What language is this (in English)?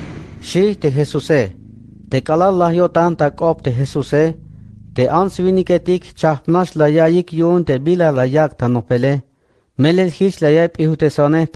Tzeltal